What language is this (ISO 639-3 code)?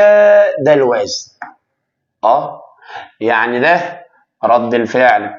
arz